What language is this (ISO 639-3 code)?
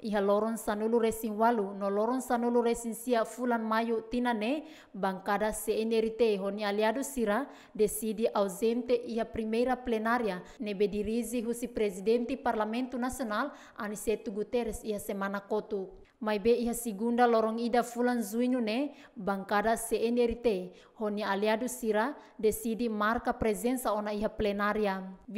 tet